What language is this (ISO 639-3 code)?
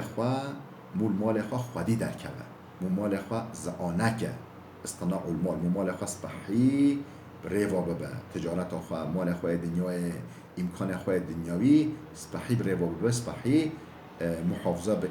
kur